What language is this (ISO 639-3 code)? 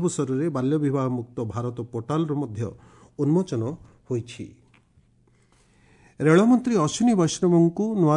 ori